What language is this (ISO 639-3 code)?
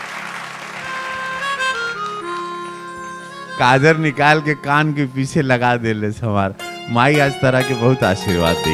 bho